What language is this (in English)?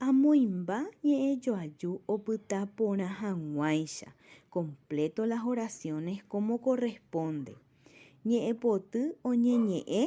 Guarani